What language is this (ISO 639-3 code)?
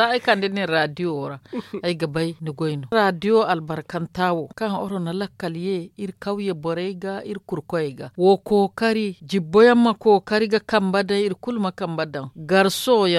dje